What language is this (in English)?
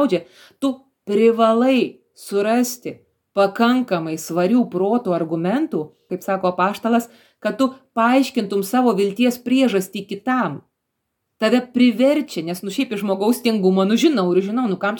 Lithuanian